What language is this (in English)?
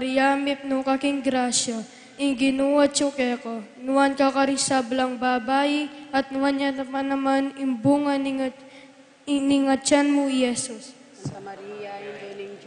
Pampanga